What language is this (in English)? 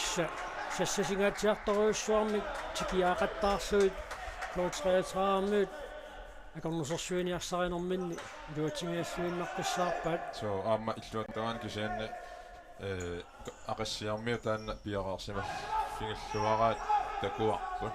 Kalaallisut